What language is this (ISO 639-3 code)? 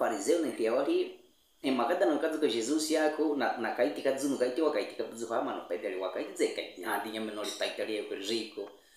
bwi